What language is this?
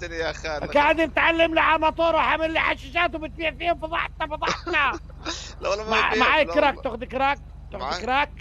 North Levantine Arabic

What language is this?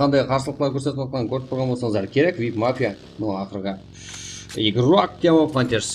Kara-Kalpak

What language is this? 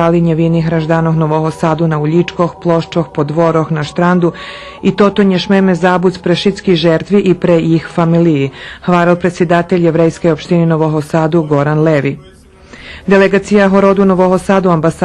Rusyn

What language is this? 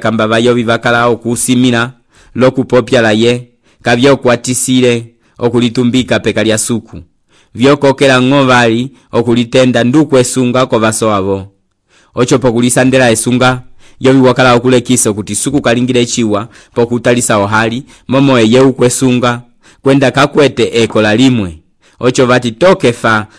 Umbundu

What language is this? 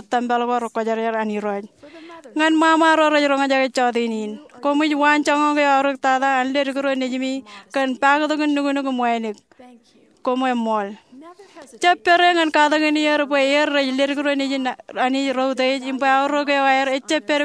Marshallese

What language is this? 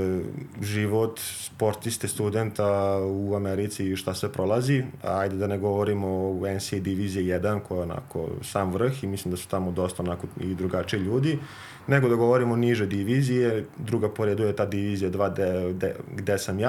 Serbian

